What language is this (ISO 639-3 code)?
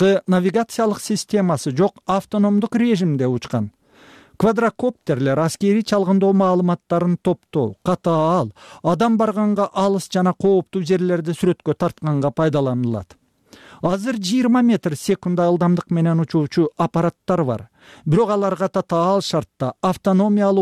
kir